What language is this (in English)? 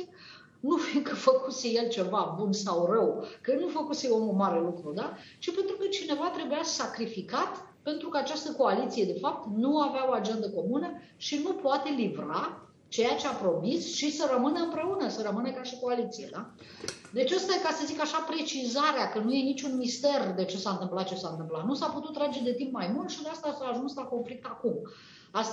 Romanian